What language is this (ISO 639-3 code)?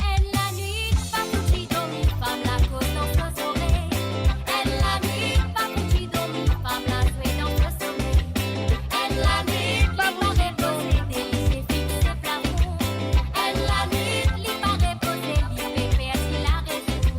mfe